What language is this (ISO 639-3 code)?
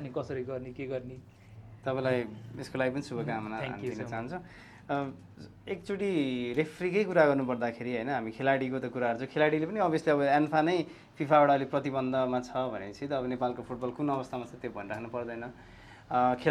nep